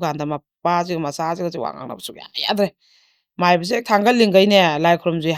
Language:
Manipuri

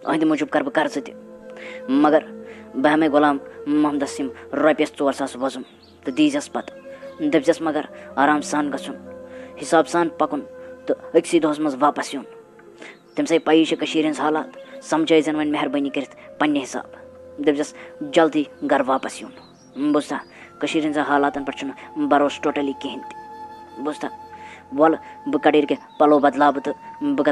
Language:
Kashmiri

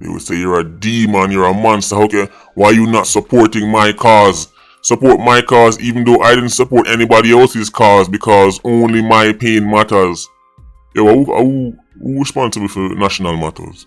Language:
Jamaican Creole English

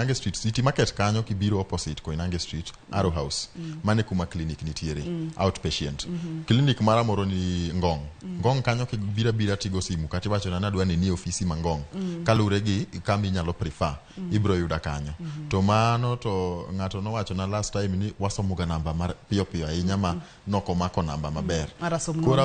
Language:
Luo (Kenya and Tanzania)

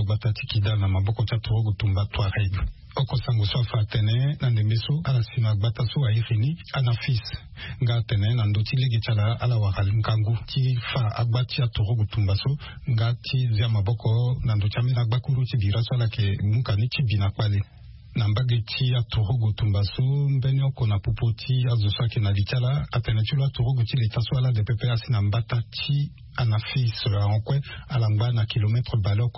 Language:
Sango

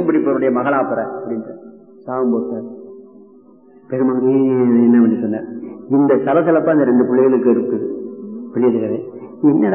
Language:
Tamil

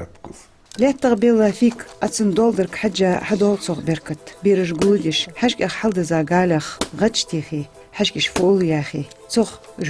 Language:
Ingush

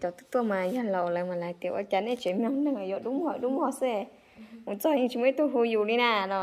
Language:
Hmong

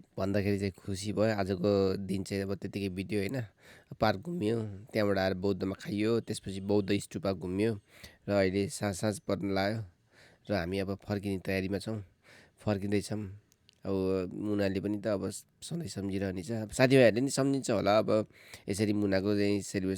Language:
Nepali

